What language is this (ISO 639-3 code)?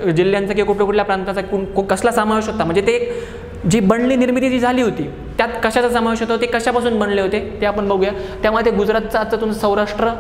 mar